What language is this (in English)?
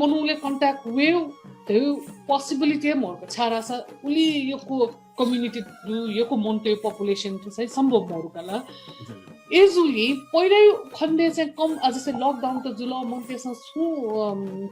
Newari